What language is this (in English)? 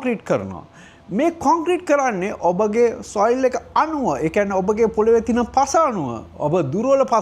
Sinhala